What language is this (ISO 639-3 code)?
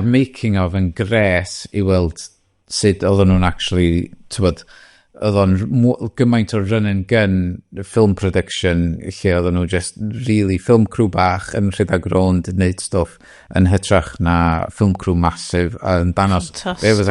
cym